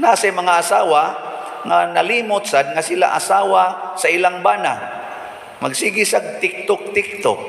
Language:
Cebuano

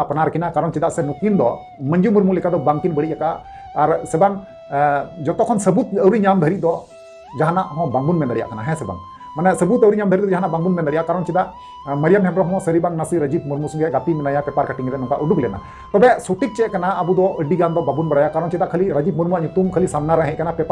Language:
Santali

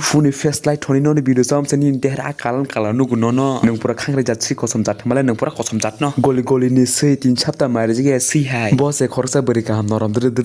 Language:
Kok Borok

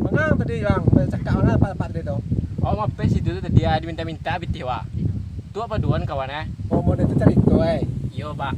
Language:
Minangkabau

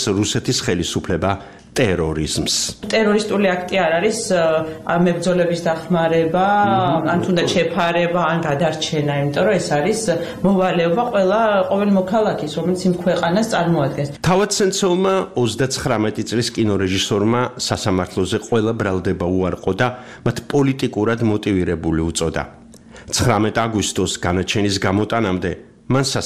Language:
Georgian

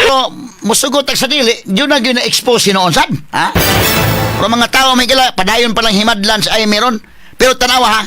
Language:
Cebuano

